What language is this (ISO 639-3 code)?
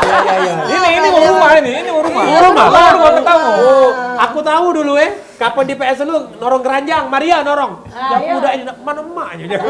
mui